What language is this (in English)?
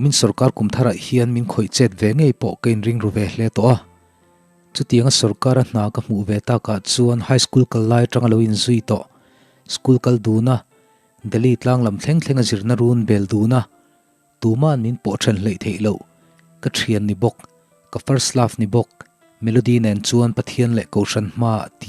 Mizo